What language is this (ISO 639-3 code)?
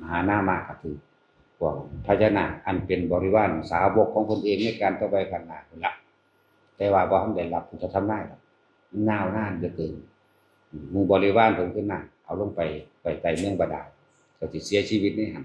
tts